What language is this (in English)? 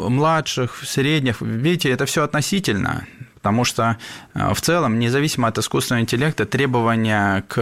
Russian